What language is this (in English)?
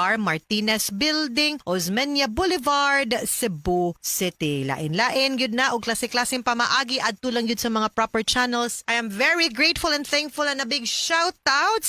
Cebuano